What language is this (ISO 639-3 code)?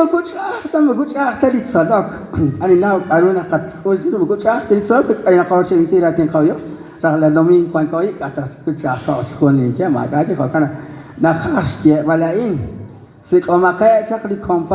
kek